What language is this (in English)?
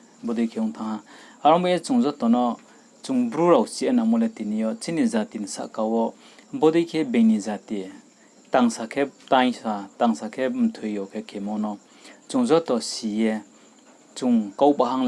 Riang (India)